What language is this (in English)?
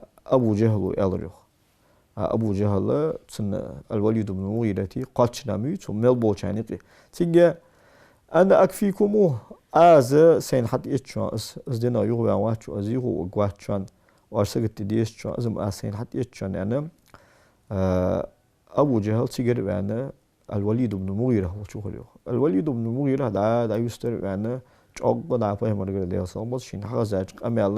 Ingush